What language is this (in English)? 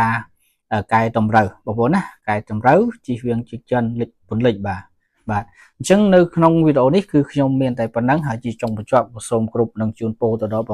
Khmer